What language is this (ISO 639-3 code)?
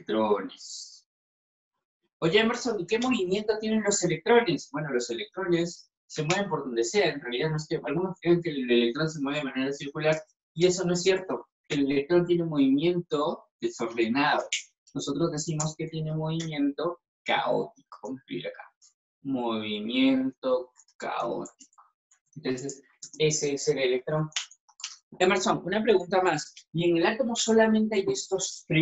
spa